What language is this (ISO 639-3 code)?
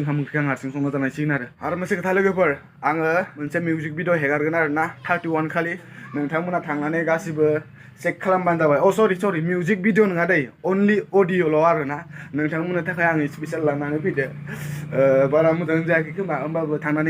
brx